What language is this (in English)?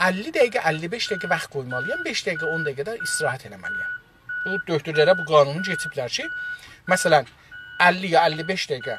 South Azerbaijani